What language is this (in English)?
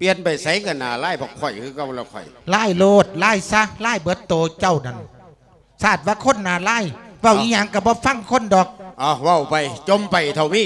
Lao